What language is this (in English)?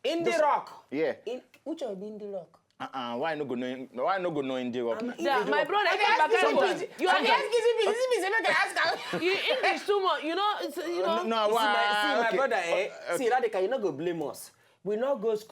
Nigerian Pidgin